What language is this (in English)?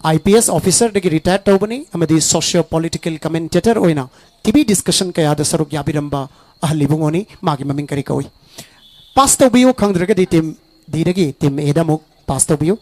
Manipuri